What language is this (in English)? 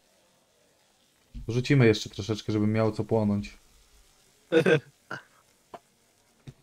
Polish